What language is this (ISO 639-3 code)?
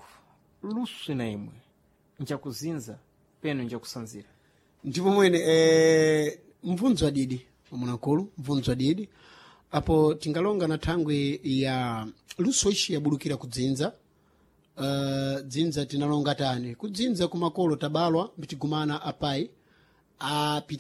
seh